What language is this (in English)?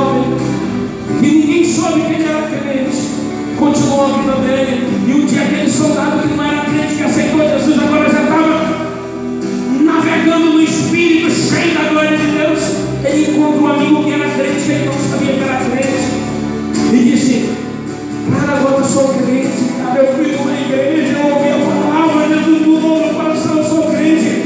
Portuguese